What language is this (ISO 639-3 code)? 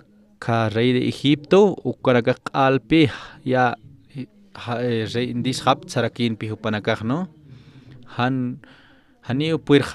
aym